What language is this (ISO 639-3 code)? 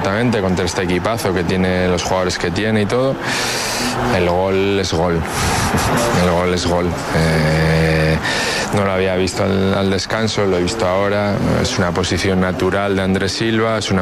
spa